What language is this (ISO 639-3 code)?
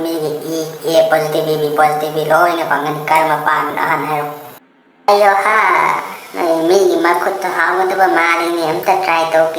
mni